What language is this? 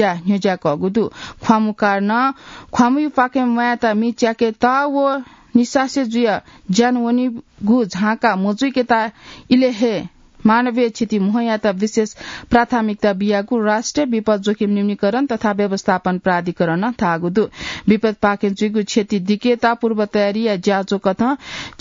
Newari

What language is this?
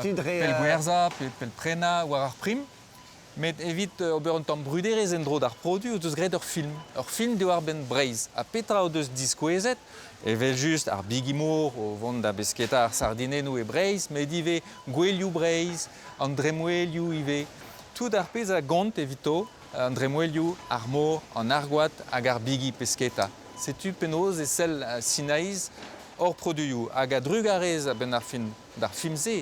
Breton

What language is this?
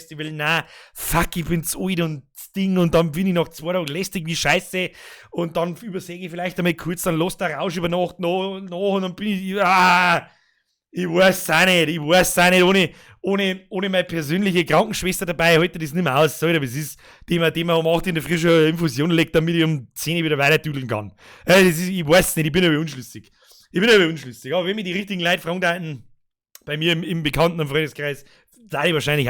Bavarian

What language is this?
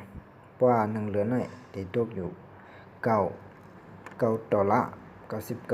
Shan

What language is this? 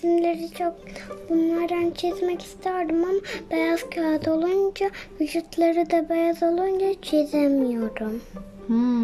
Turkish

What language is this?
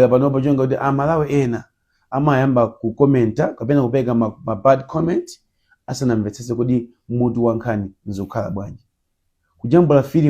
Nyanja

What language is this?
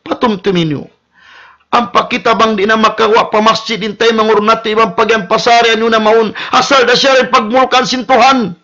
Tausug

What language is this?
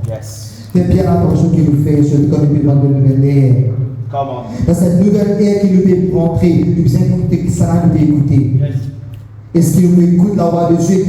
Morisyen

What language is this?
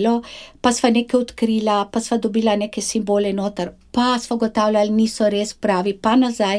Slovenian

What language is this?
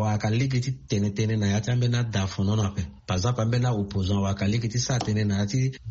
Sango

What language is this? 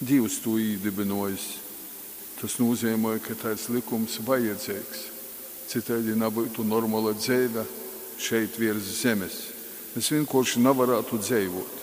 Latgalian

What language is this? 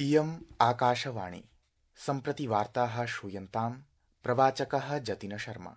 Sanskrit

